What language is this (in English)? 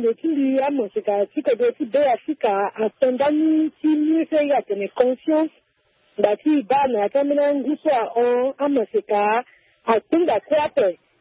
Sango